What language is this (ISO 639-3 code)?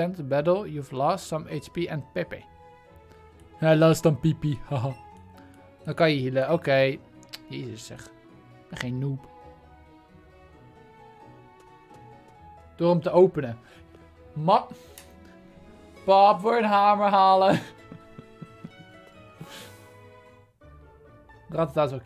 nld